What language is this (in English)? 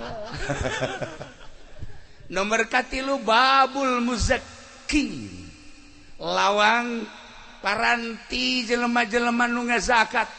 Sundanese